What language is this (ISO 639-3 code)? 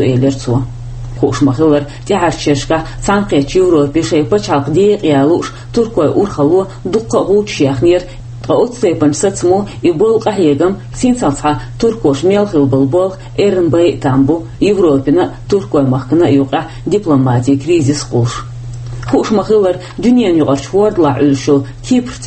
che